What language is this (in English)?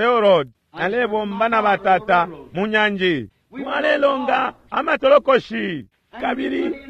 Bemba